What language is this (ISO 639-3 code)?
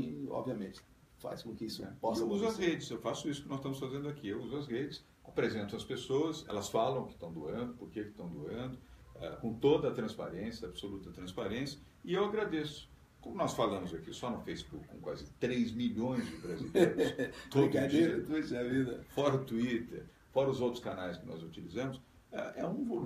por